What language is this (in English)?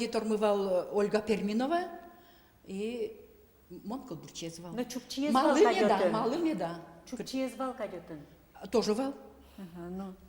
Udmurt